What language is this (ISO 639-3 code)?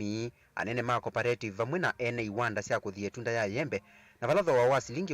kam